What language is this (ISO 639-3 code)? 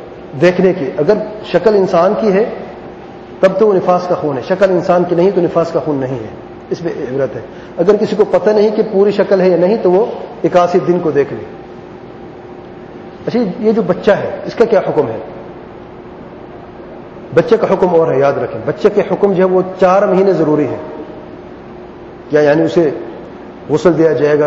urd